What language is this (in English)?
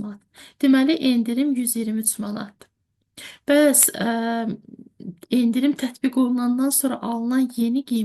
Azerbaijani